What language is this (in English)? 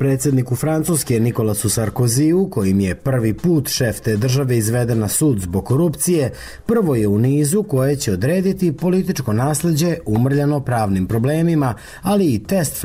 Serbian